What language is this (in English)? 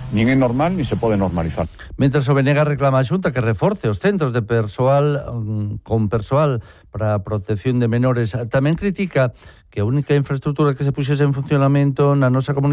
Galician